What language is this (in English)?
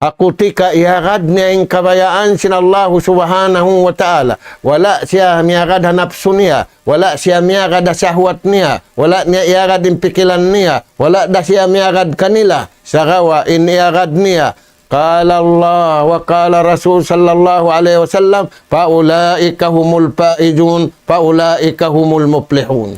Tausug